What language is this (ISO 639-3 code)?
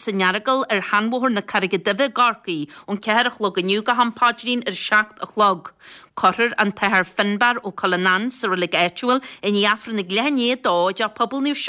gle